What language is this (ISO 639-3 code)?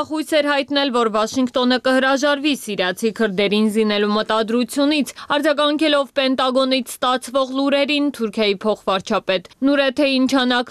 hye